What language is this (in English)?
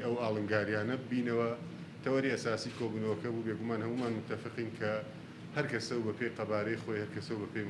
Central Kurdish